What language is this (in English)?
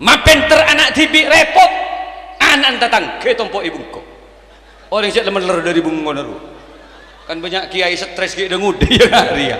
Madurese